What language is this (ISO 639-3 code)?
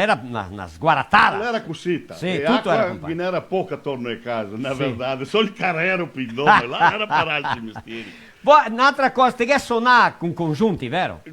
vec